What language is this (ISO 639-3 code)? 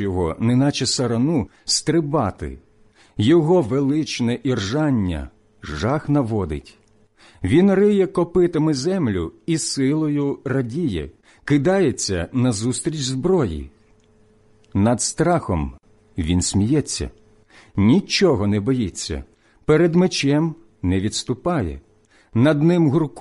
ukr